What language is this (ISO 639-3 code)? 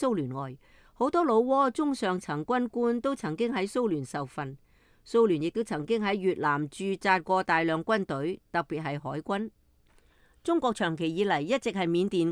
yue